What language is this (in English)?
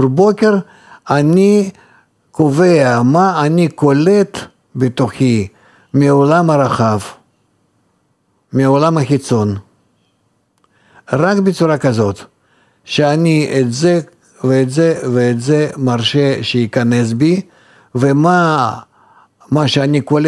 Hebrew